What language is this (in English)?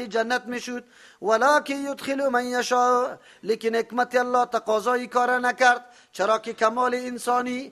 Persian